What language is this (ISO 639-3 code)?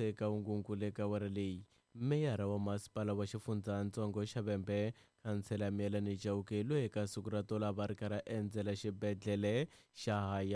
tso